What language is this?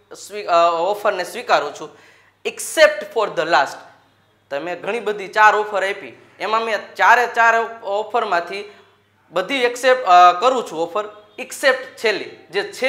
Gujarati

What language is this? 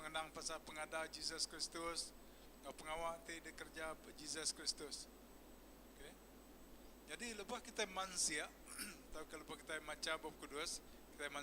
Iban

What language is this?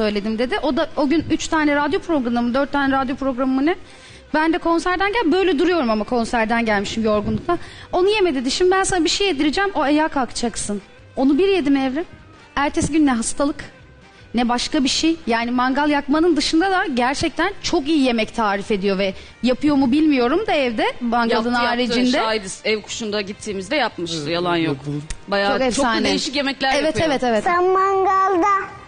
Turkish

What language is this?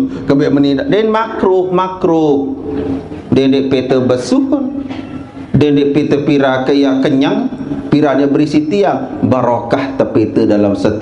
Sasak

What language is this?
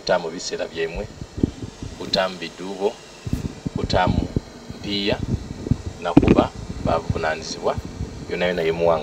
Soga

